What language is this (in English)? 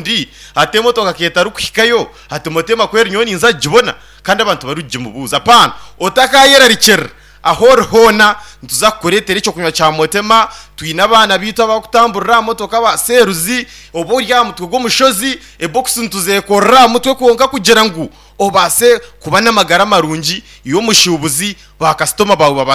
Nyankole